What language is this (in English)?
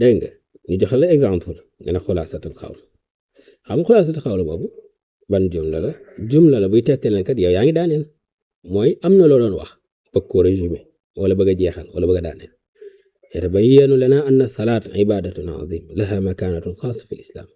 Wolof